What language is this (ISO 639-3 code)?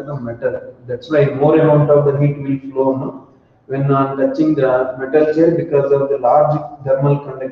eng